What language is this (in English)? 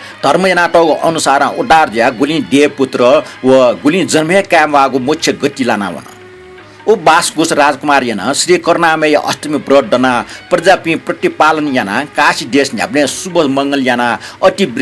Newari